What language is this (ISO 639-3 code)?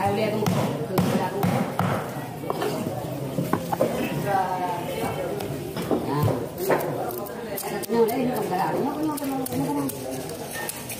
msa